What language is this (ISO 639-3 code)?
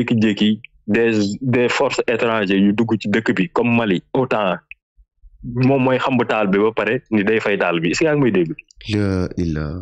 wol